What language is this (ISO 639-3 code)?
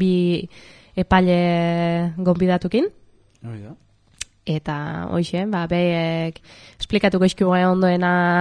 eus